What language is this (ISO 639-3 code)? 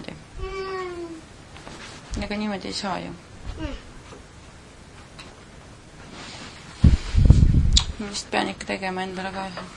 est